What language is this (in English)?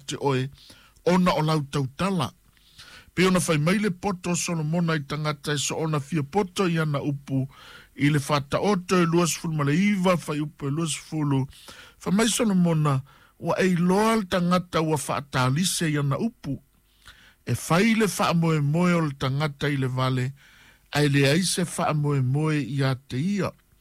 Samoan